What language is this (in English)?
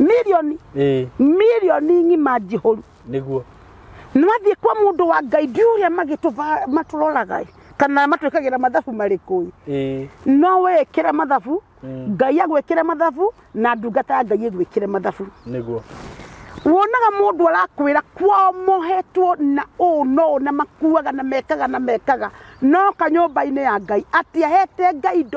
Kikuyu